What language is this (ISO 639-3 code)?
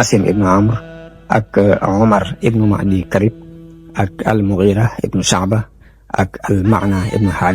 wol